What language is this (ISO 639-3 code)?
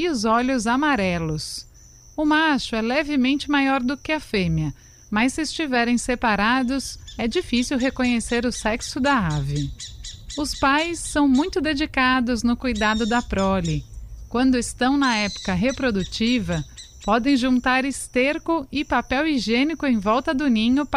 por